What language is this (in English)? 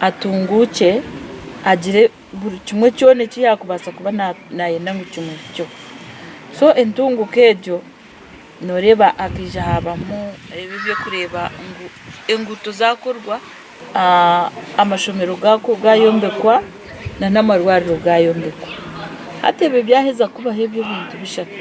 Nyankole